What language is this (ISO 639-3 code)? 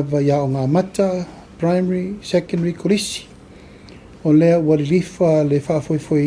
smo